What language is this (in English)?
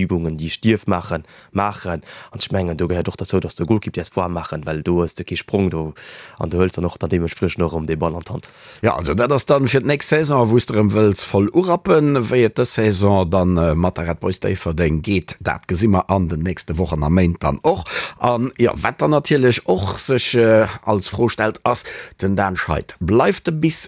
Luxembourgish